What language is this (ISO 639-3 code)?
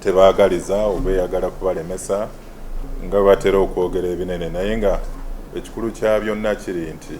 lug